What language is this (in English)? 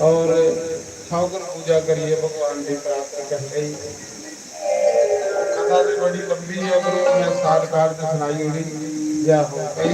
Dogri